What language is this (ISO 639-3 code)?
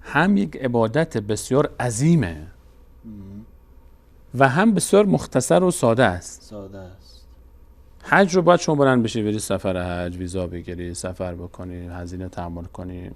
fas